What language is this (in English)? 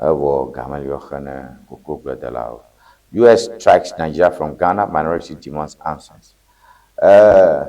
Ewe